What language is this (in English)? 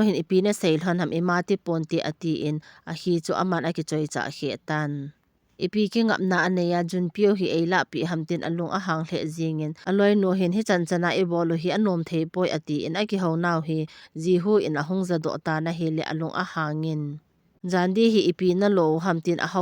Thado Chin